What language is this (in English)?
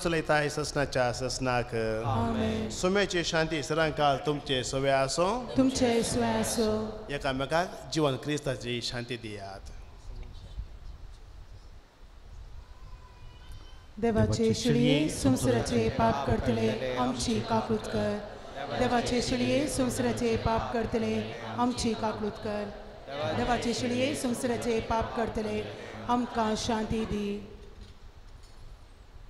Konkani